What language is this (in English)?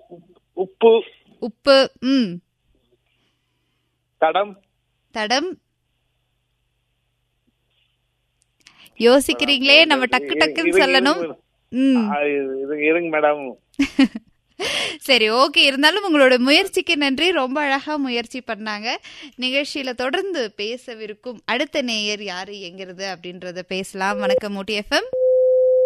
Tamil